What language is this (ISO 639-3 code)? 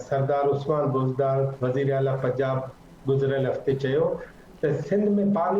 snd